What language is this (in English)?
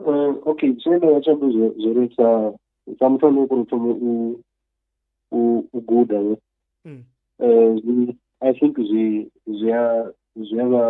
Venda